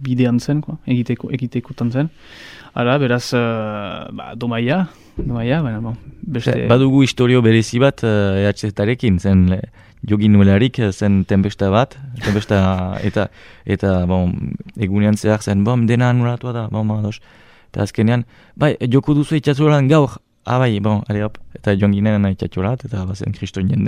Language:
Basque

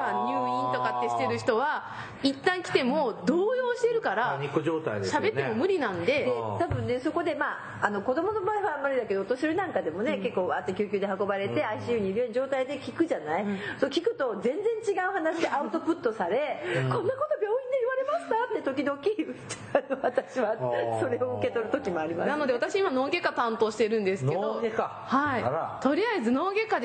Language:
Japanese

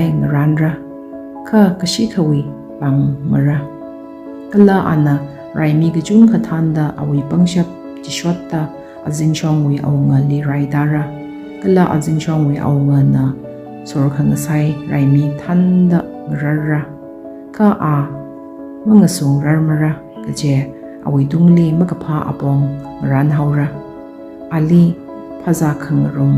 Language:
Tangkhul Naga (India)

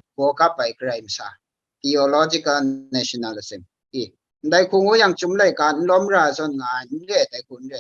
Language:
Kachin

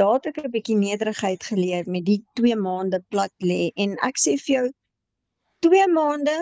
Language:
Afrikaans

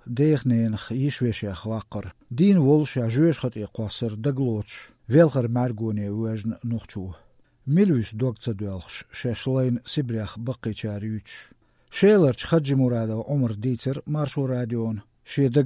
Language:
Chechen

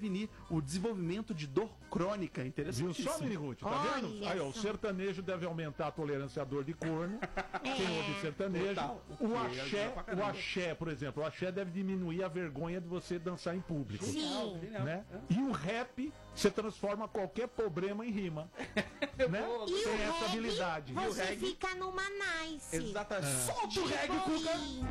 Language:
Portuguese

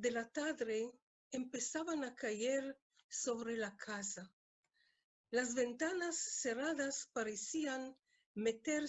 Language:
Ladino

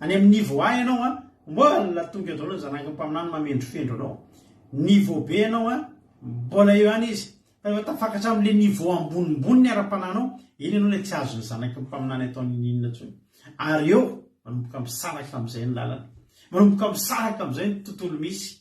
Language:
Malagasy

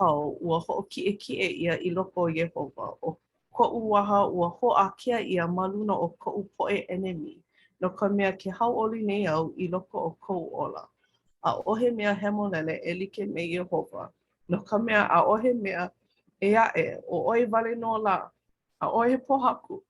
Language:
Hawaiian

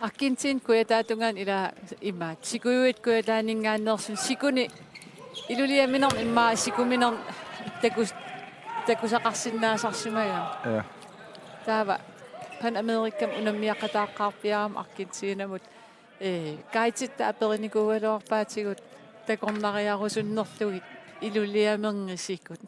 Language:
Kalaallisut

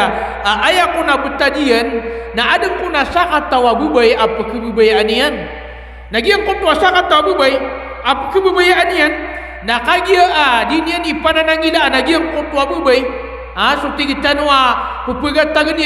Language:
Maranao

